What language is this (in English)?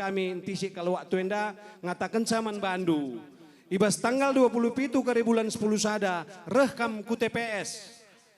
Batak Karo